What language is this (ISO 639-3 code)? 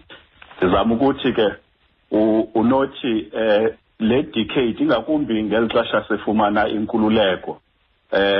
xho